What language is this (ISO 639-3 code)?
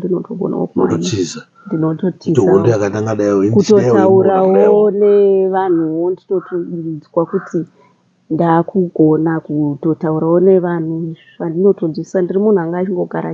sna